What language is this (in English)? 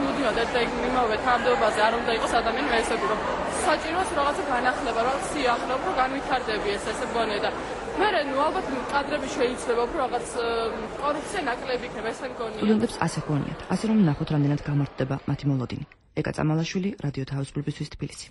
Georgian